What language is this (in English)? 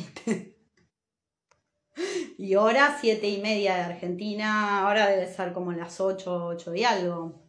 Spanish